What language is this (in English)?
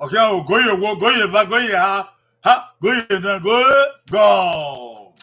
Bini